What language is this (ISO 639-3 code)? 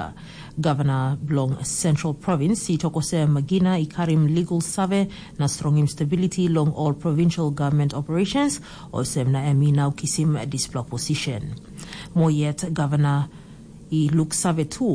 tpi